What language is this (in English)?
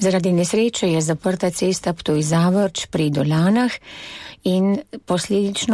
Slovenian